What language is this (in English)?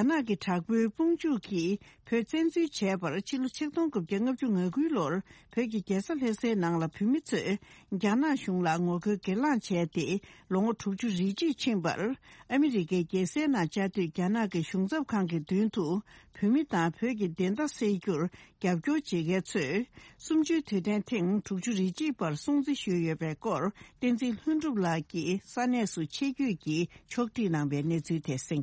Tibetan